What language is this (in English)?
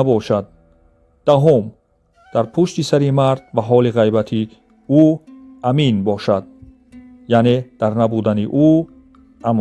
Tajik